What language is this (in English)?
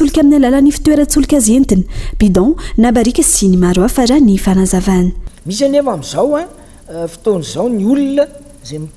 Malagasy